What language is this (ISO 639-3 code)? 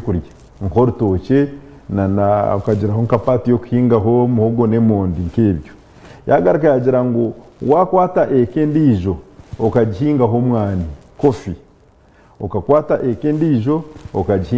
nyn